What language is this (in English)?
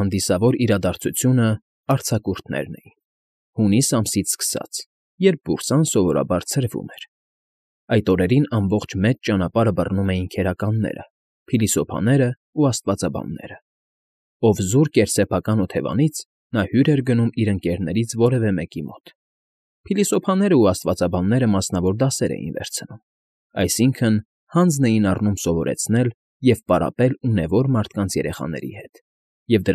Armenian